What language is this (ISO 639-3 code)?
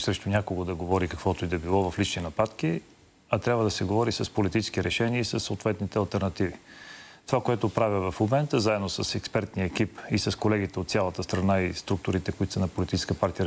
bul